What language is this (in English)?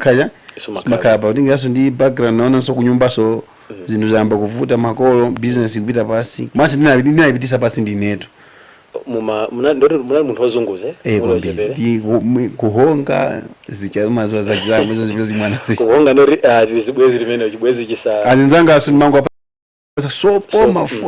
Nyanja